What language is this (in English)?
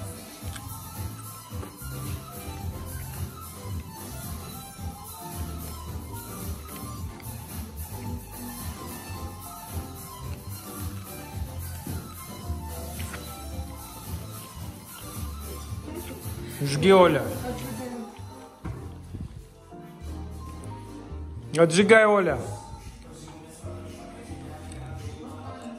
Russian